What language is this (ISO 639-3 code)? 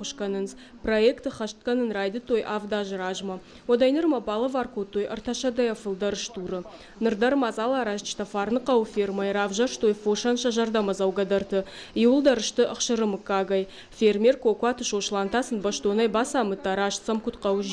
oss